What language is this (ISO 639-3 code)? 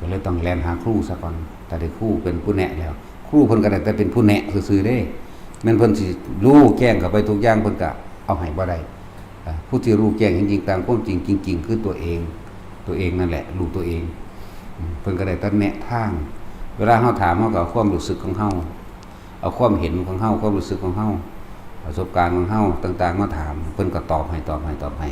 tts